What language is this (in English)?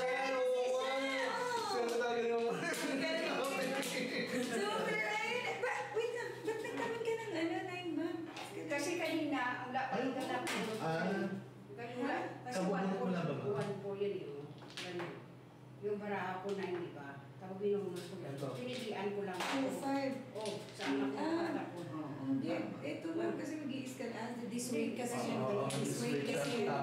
Filipino